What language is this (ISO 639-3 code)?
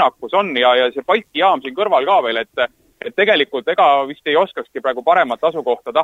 est